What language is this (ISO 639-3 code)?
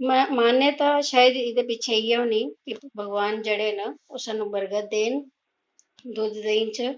doi